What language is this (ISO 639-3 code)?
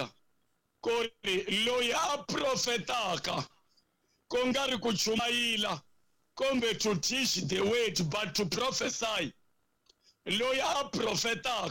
tso